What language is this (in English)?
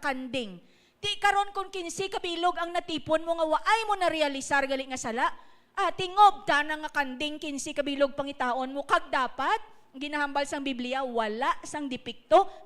Hiligaynon